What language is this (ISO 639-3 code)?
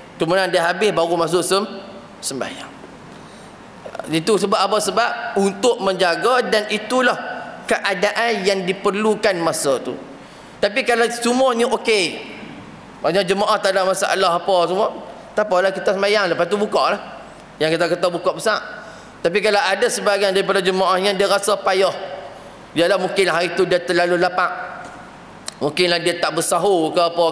msa